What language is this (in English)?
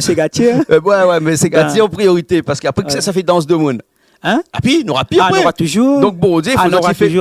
Réunion Creole French